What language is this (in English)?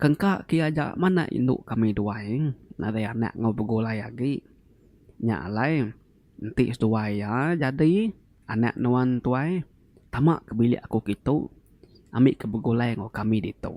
Iban